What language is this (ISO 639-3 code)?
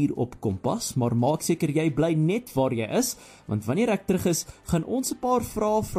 afr